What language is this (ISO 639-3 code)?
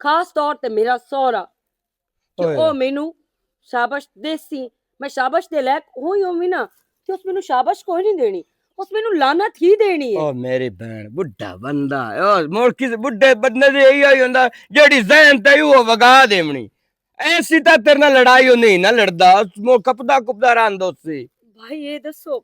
lah